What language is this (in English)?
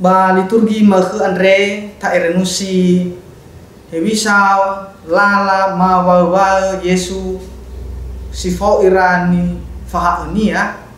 Nias